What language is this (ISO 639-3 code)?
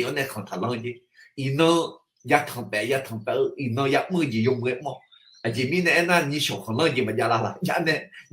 ahk